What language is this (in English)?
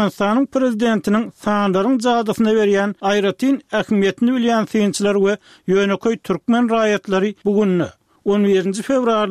Turkmen